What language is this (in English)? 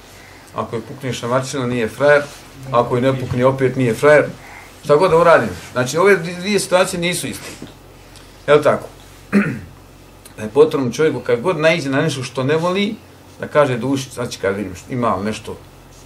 Bosnian